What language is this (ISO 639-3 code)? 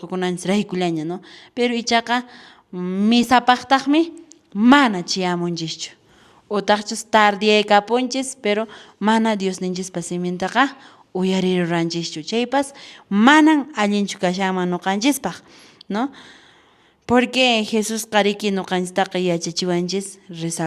que